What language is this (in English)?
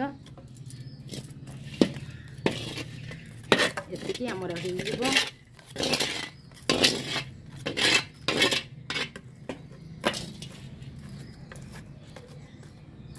Odia